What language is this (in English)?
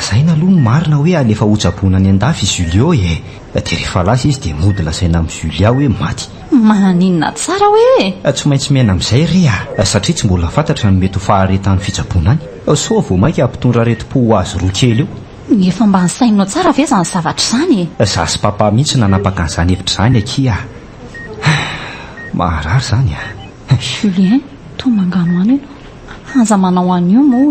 Malagasy